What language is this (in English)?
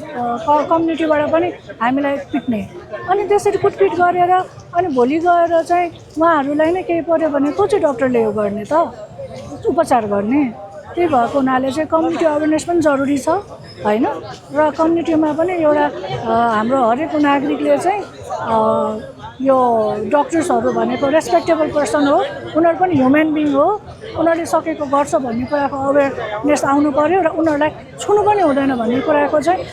Nepali